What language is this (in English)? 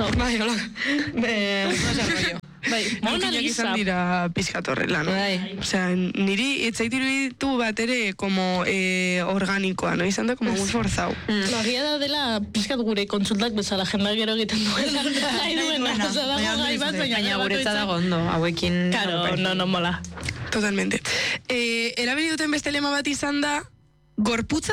Basque